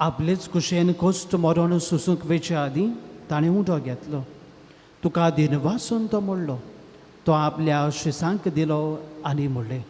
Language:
Konkani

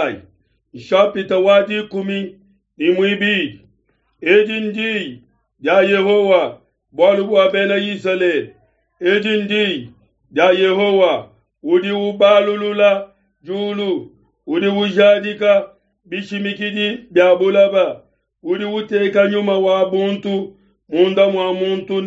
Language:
Luba-Lulua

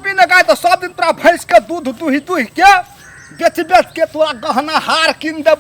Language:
Maithili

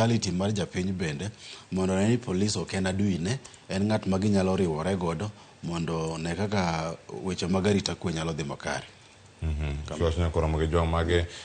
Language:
Luo (Kenya and Tanzania)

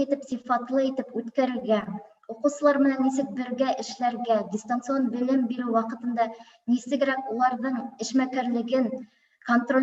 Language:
Bashkir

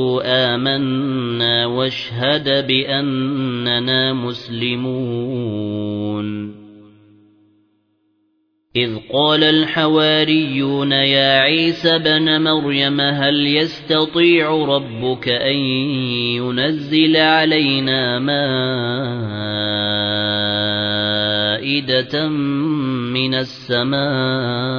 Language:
Arabic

